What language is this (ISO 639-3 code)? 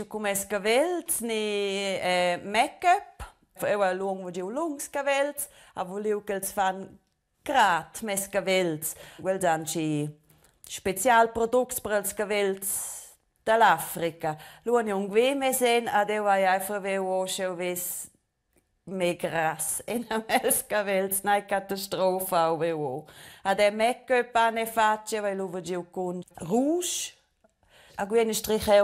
roh